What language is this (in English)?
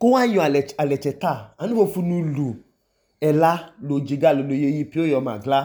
Idoma